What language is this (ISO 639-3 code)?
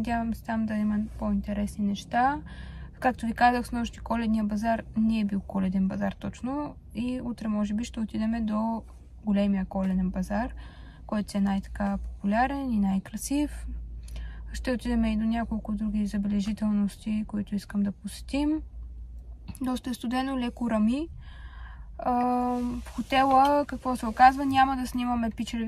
bul